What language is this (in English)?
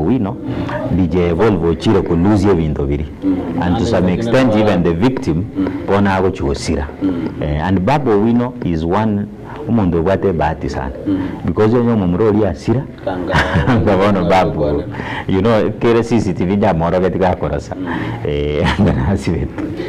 Gusii